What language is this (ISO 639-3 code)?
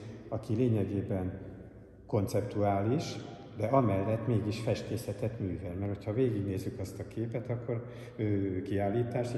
hun